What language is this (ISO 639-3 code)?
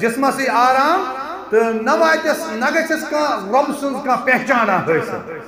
kas